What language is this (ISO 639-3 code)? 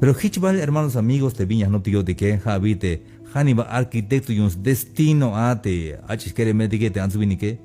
tzh